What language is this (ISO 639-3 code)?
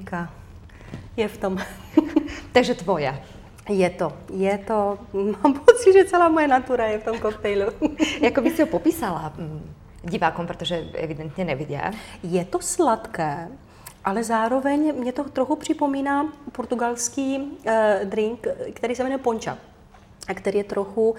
ces